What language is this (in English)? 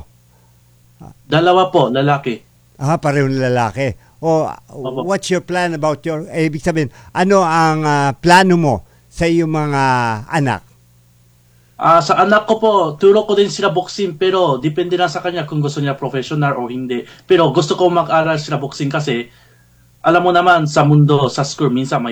Filipino